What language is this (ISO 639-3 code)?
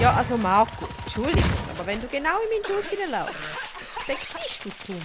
gsw